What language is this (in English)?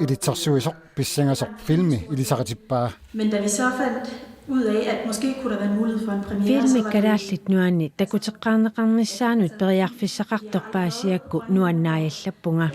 Kalaallisut